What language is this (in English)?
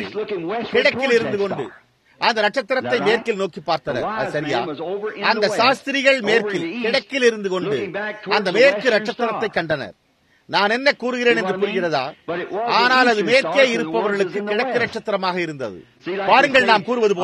Tamil